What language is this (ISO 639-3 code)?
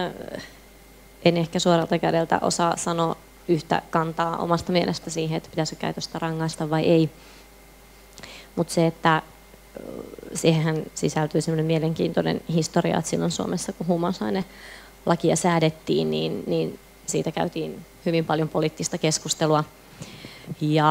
fin